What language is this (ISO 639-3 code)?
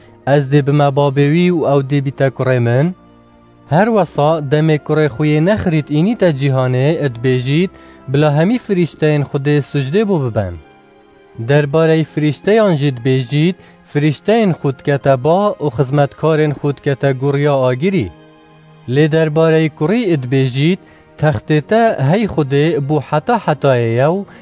kur